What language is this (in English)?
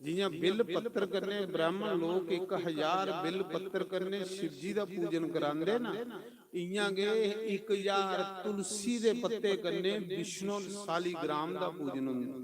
Dogri